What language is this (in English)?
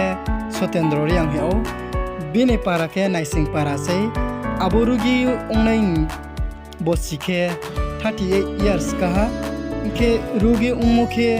Riang (India)